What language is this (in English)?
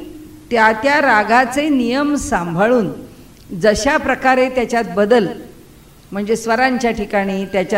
Marathi